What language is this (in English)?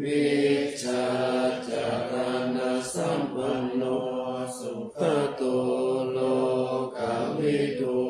Pali